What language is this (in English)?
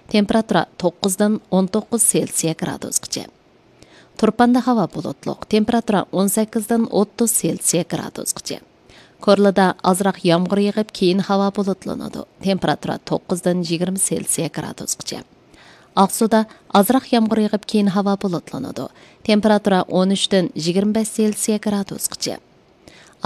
Uyghur